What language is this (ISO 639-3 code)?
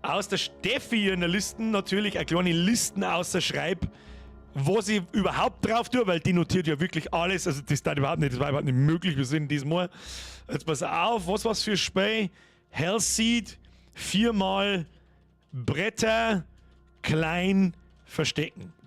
bar